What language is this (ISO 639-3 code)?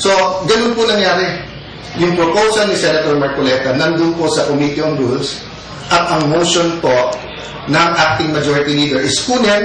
ceb